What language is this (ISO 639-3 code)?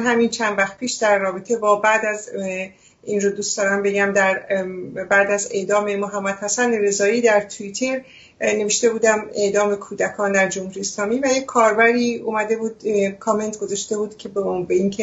fas